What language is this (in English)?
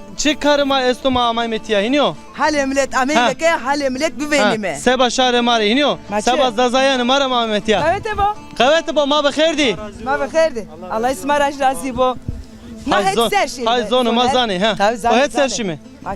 Zaza